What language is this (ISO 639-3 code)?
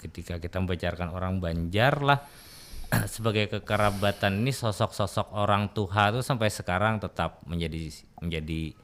bjn